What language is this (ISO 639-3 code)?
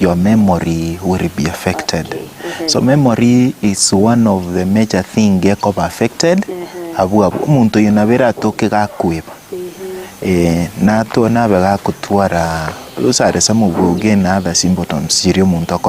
guz